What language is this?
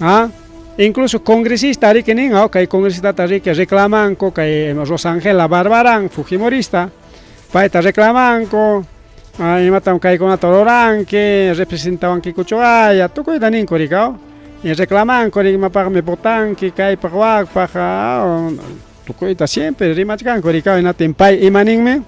Ayacucho Quechua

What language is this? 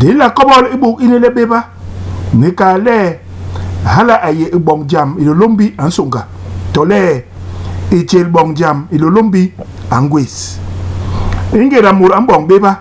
Basaa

